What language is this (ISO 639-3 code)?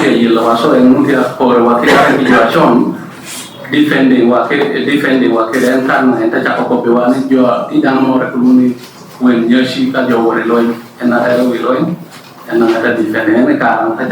laj